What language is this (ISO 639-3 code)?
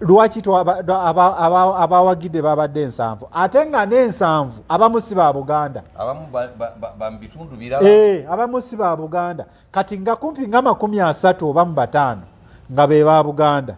lug